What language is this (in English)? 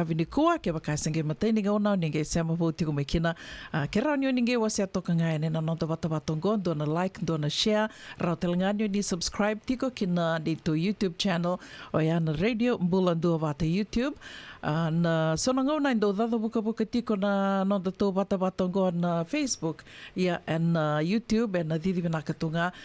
Fijian